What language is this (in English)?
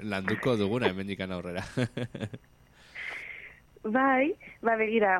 Basque